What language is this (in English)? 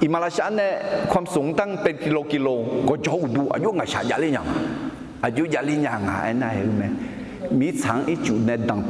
Akha